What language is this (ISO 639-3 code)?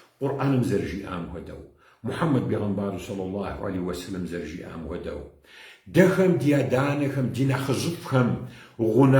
kbd